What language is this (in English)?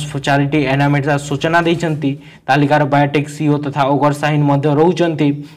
Odia